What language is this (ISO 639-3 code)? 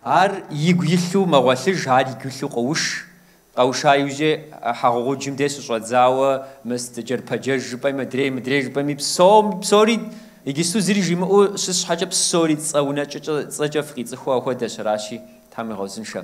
kbd